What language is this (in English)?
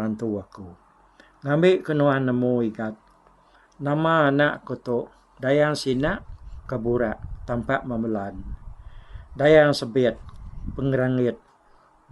Iban